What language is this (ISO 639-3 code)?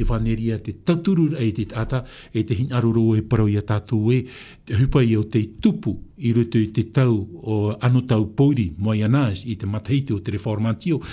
tah